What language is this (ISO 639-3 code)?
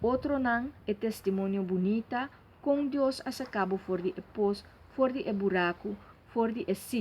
pap